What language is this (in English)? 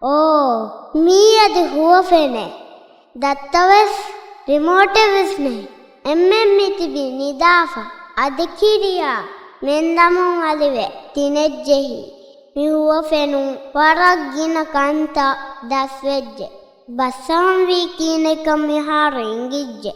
Divehi